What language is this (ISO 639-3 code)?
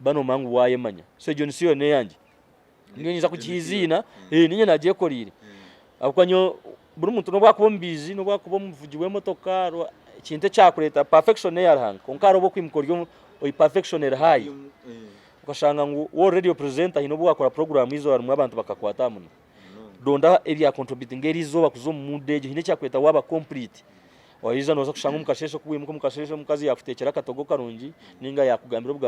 nyn